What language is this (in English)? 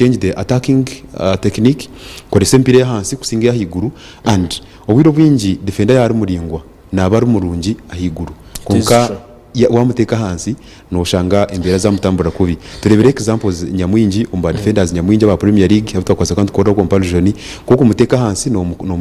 Nyankole